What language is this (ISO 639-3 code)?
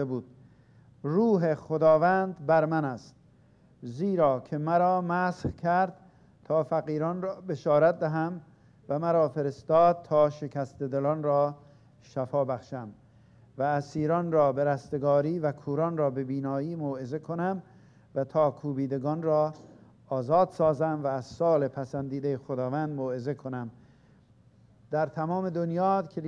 fas